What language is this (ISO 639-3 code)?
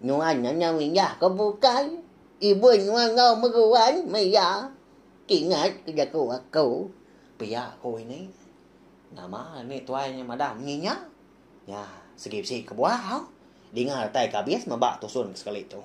iba